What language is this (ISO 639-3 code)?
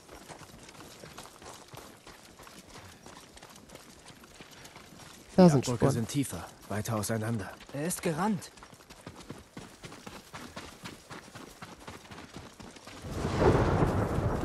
deu